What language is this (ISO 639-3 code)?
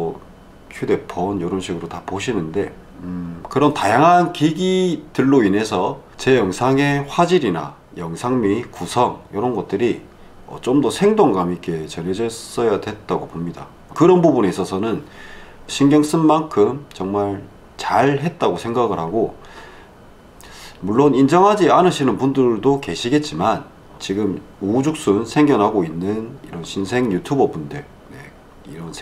kor